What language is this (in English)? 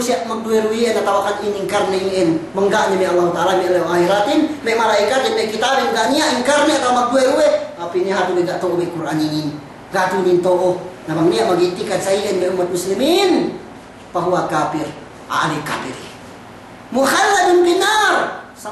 Yakan